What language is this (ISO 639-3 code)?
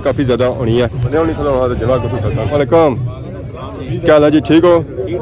phr